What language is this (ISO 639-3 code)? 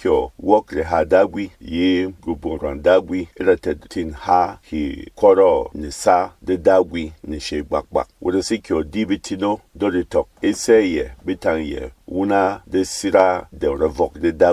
bom